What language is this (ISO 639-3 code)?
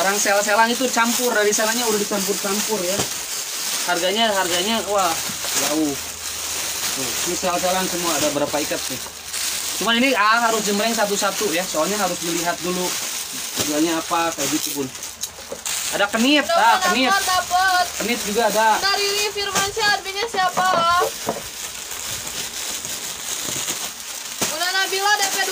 ind